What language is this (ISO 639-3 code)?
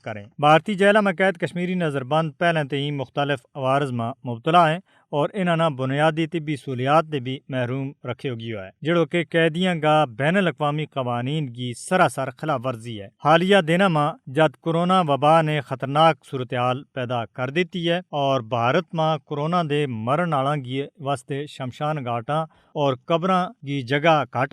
gju